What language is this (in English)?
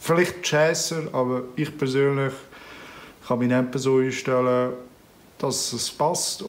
Swiss German